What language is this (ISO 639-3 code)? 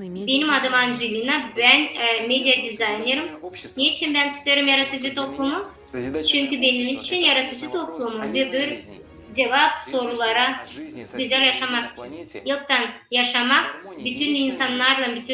gag